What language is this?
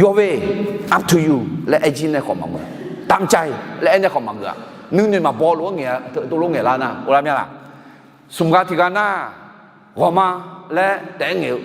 Akha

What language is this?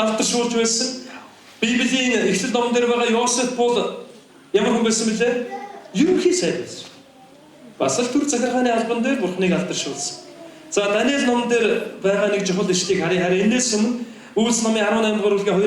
Mongolian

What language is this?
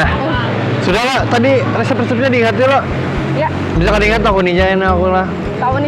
Banjar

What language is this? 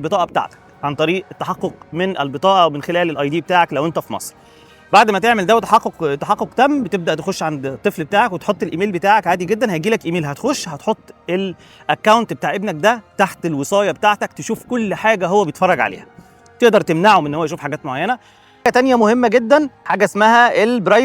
Egyptian Arabic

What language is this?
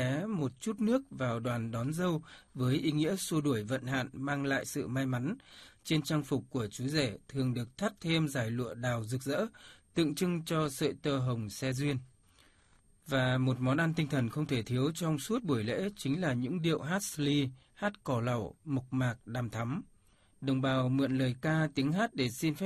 Vietnamese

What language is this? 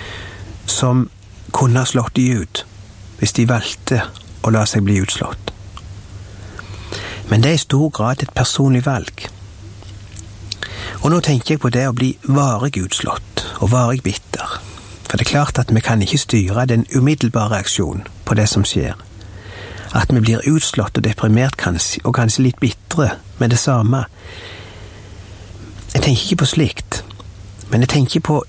Norwegian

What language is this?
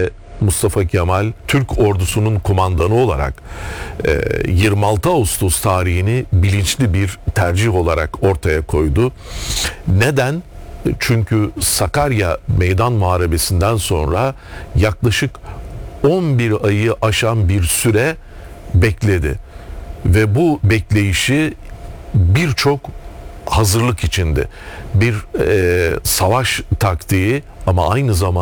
Turkish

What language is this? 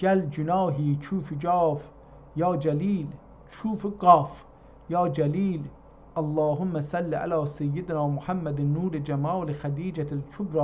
South Azerbaijani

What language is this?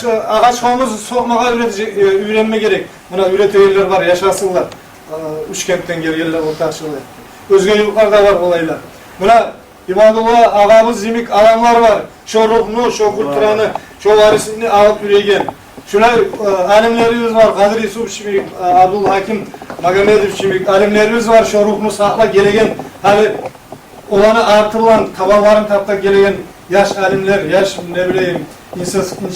Kumyk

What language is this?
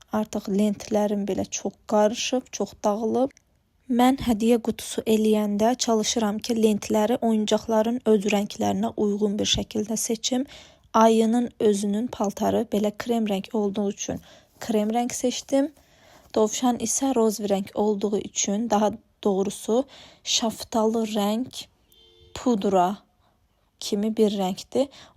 Azerbaijani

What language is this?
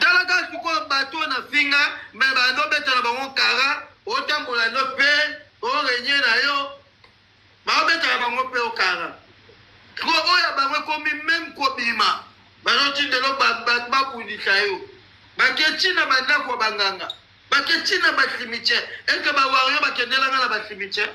Lingala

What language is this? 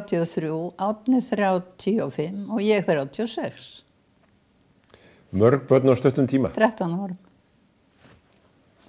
Icelandic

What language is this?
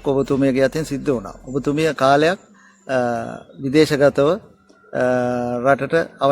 Sinhala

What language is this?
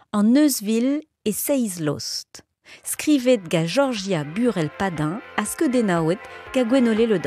Breton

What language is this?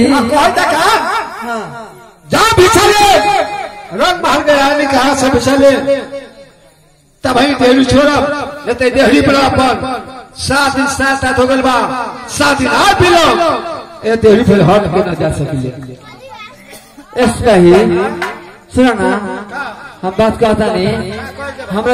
Bhojpuri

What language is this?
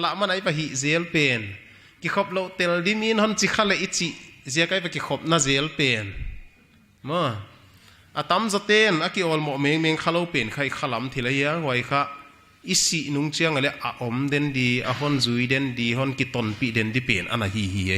Paite Chin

